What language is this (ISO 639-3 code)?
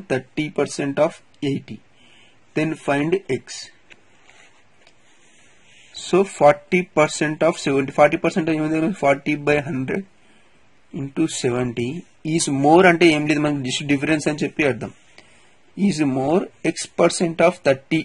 tel